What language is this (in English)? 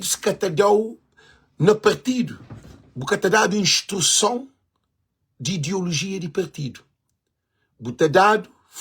Kabuverdianu